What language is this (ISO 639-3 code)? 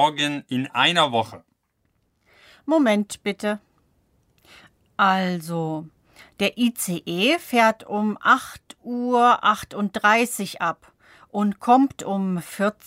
deu